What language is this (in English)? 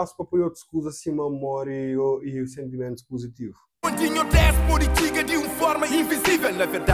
Kabuverdianu